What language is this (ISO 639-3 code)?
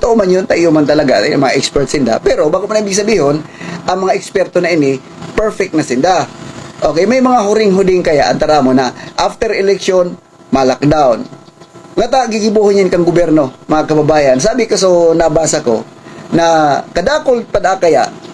bik